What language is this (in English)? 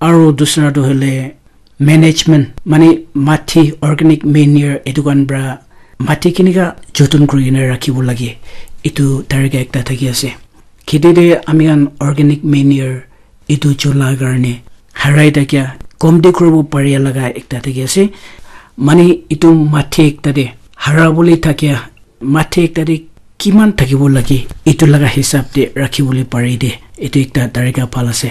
Naga Pidgin